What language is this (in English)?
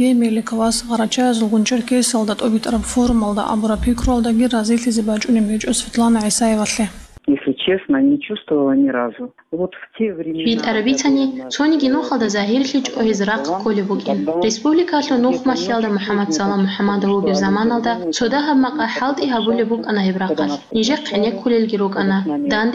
Avaric